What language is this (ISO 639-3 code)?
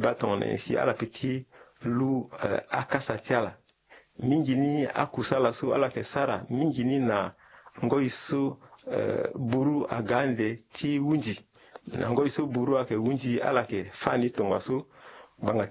sag